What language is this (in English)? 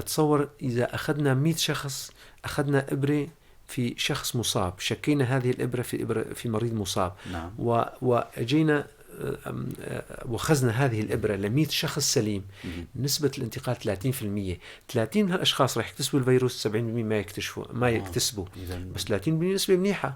North Levantine Arabic